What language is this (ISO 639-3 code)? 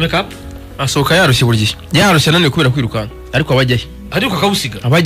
kin